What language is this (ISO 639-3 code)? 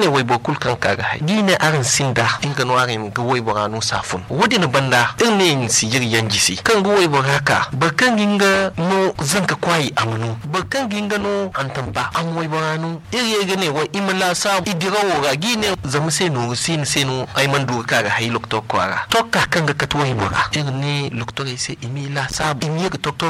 dje